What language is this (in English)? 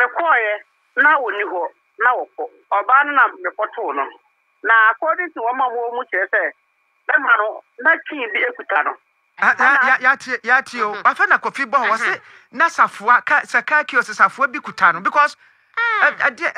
Akan